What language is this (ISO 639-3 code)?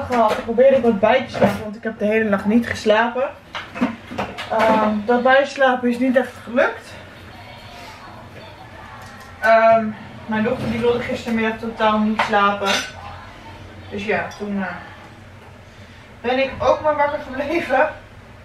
nld